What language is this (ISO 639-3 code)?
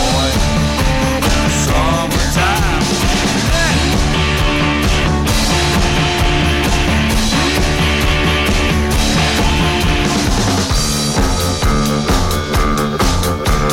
ita